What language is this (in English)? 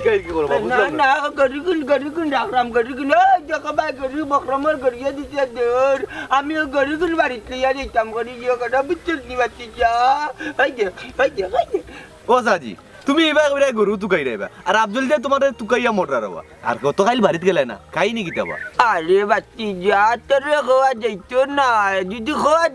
Sylheti